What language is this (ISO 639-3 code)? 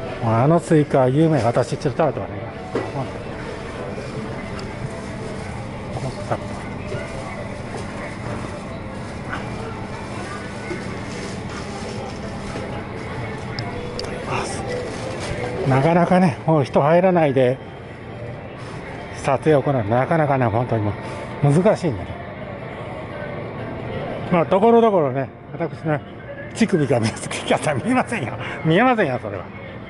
jpn